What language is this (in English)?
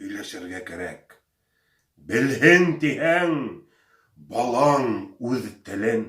Bashkir